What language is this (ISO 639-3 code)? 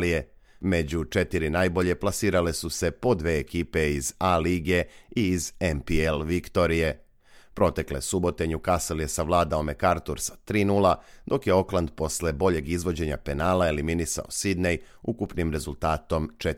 srp